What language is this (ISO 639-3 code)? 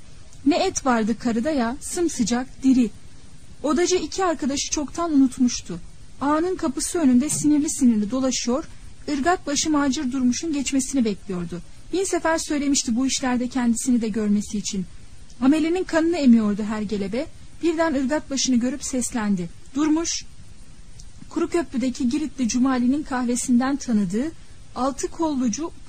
tur